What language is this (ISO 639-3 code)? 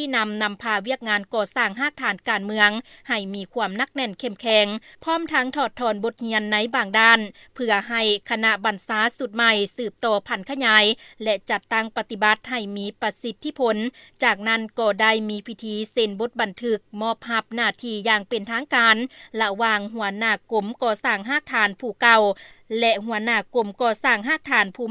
lao